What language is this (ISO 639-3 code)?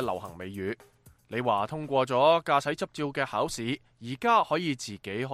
yue